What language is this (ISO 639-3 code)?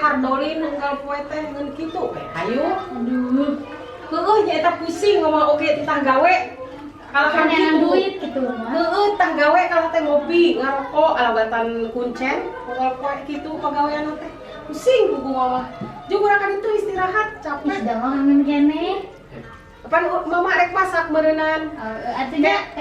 sun